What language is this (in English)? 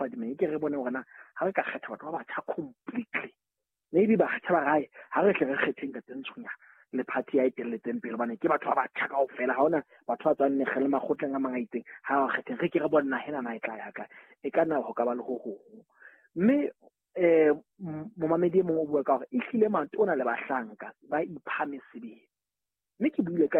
Southern Sotho